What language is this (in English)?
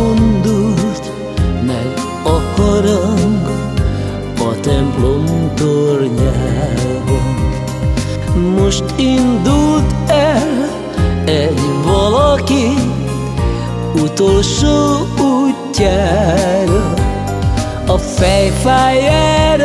Hungarian